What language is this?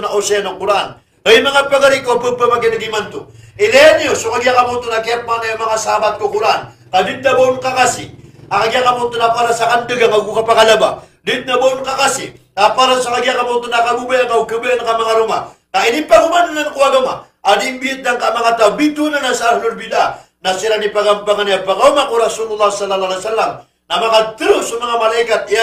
Maranao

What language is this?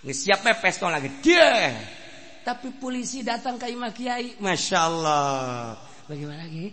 Sundanese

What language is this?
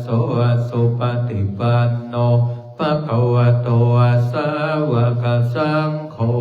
Pali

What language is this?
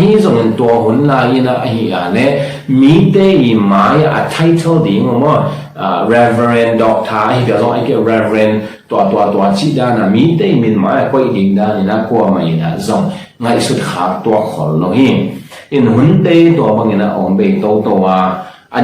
Tedim Chin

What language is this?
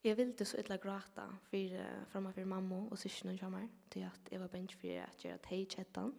Faroese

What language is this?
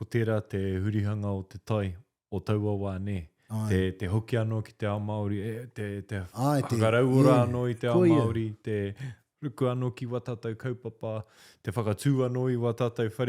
Māori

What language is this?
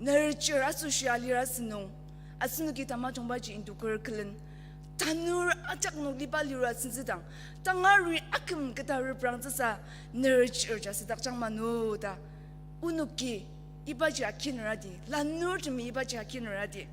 Ao Naga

